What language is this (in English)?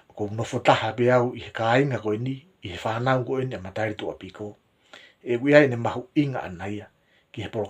Tongan